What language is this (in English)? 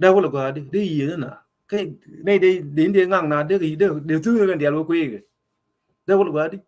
Nuer